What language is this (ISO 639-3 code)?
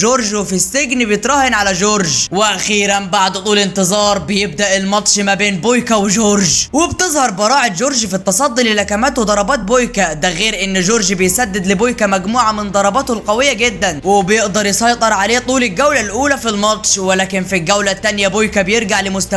arz